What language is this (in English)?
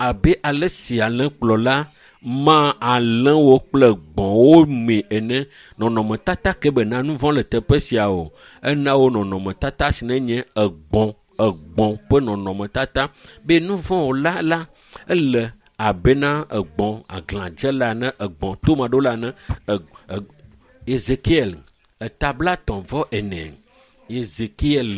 Ewe